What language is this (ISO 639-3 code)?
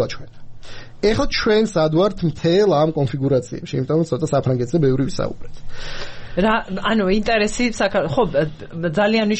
kat